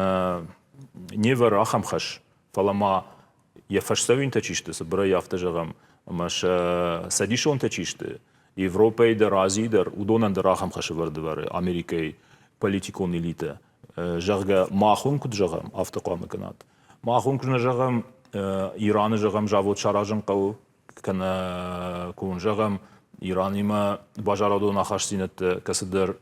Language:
Ossetic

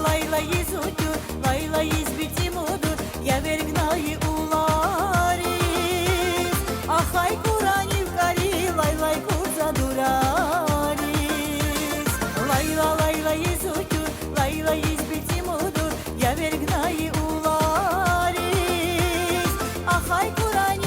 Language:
Tabassaran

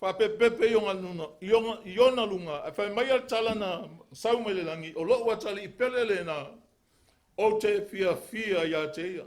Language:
Samoan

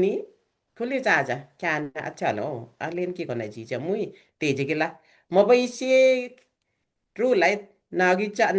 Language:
Kalenjin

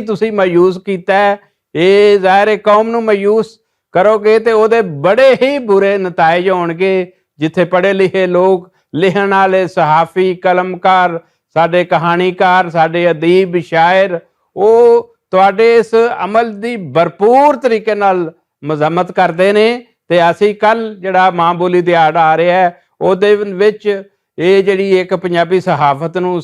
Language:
Western Panjabi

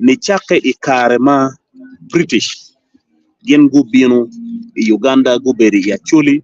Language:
Acoli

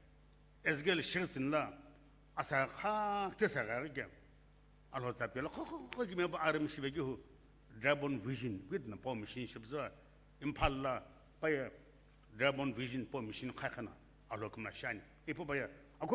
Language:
Sumi Naga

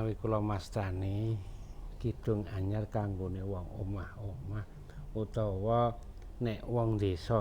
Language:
Javanese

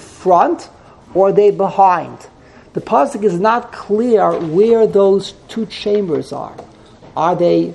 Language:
English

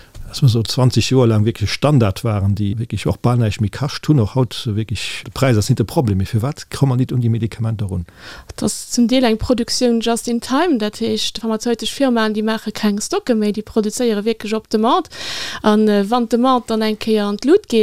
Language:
Luxembourgish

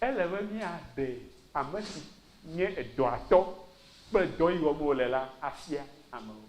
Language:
Ewe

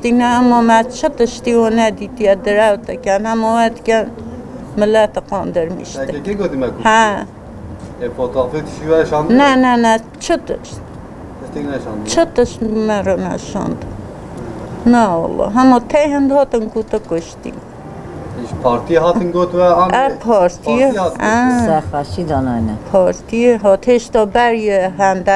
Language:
Kurdish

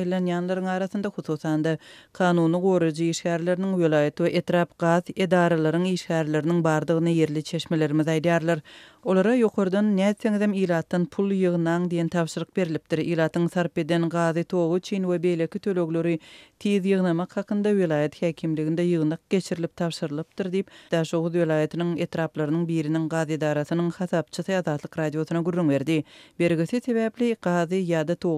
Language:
Turkmen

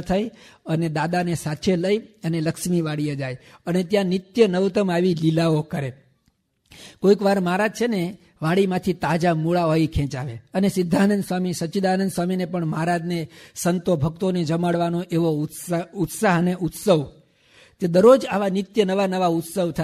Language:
Gujarati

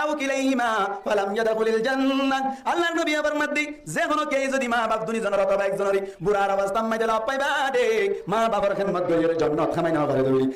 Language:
Rohingya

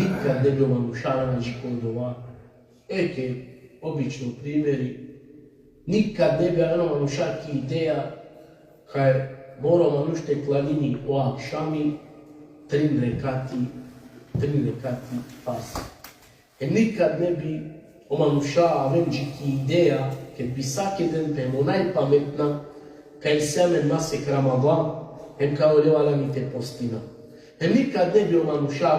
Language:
Balkan Romani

